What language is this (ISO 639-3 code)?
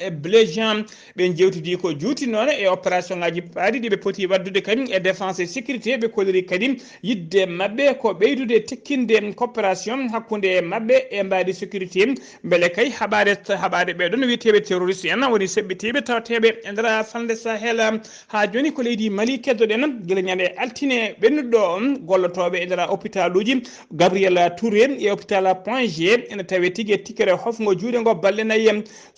ful